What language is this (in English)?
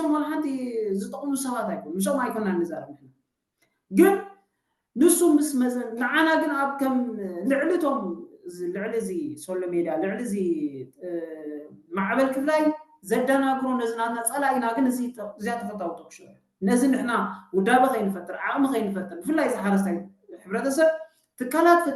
Tigrinya